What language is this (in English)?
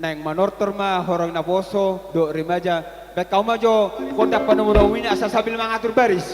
Batak Toba